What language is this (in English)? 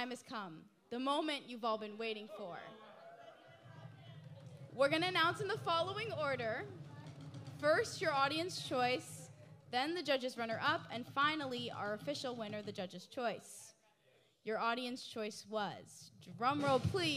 English